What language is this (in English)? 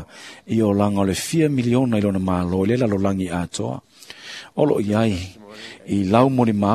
Samoan